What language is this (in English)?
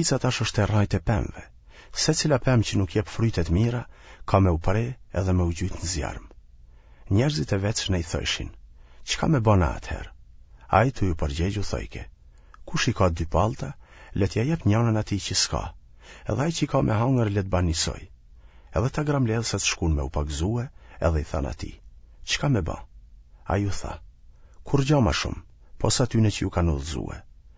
Albanian